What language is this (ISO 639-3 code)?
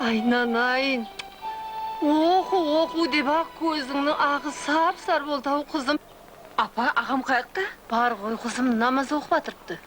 kaa